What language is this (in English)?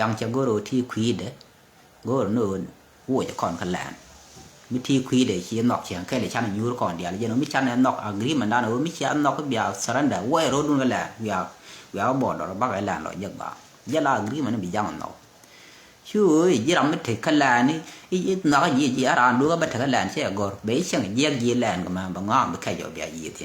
Nuer